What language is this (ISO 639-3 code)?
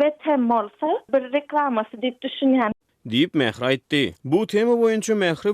tuk